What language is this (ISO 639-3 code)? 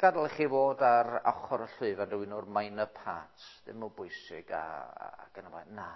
cym